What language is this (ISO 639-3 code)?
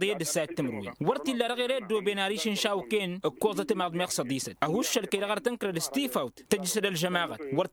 taq